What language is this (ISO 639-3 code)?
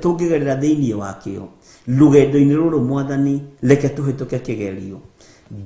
kik